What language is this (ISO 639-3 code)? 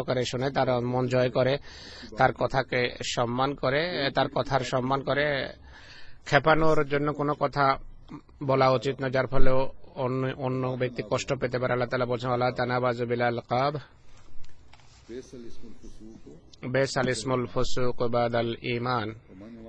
ben